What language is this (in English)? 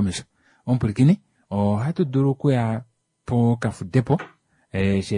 Kuanyama